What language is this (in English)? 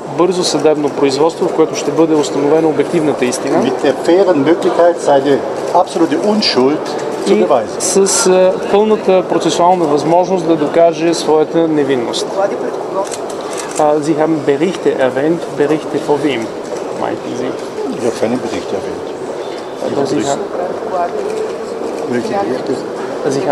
Bulgarian